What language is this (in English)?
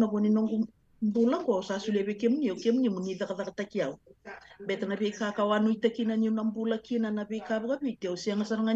Fijian